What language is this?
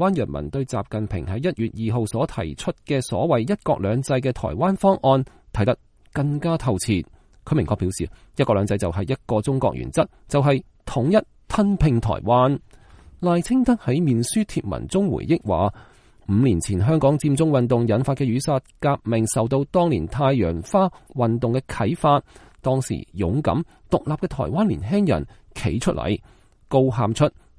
Cantonese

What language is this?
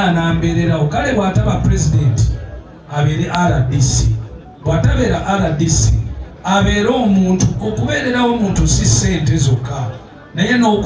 Ganda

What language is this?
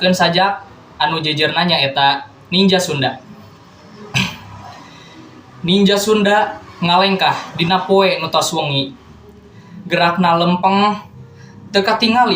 Sundanese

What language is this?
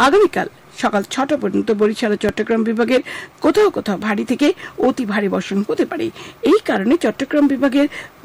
Bangla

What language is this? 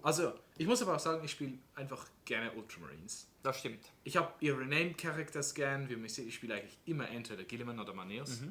Swiss German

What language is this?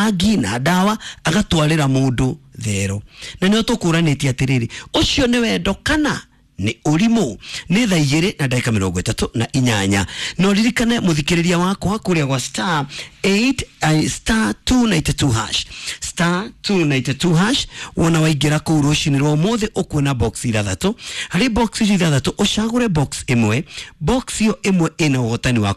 Kikuyu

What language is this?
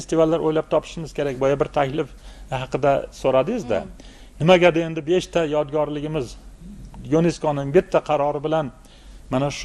Uzbek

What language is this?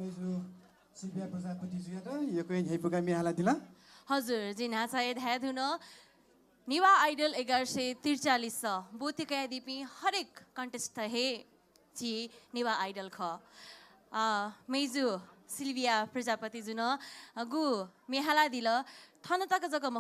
Newari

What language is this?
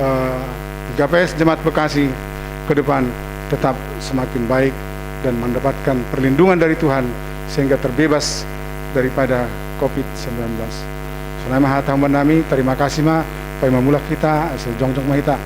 Batak Simalungun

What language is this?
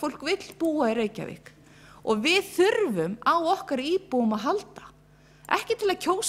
Icelandic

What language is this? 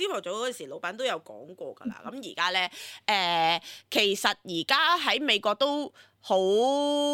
Cantonese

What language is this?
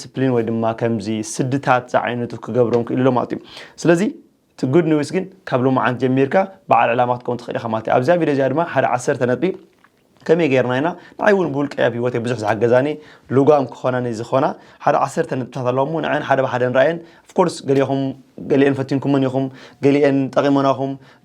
Tigrinya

